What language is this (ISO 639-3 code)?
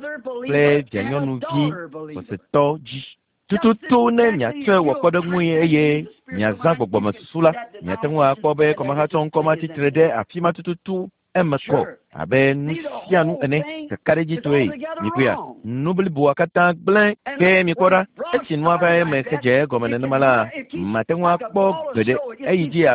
ewe